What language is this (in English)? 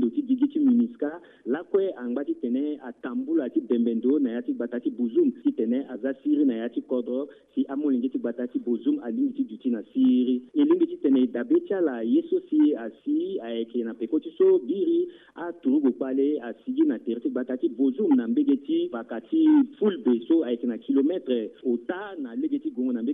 Sango